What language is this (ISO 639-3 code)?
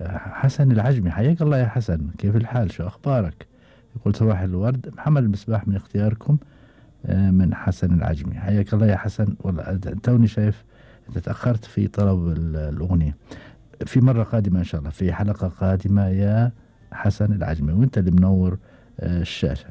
afb